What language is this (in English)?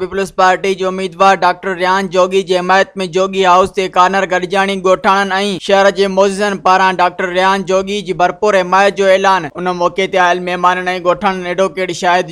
Sindhi